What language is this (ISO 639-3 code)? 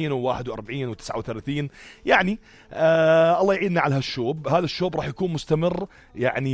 apc